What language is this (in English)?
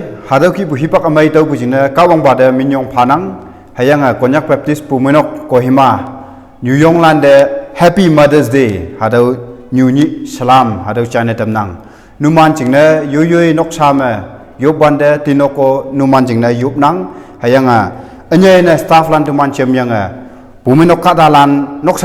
Konyak Naga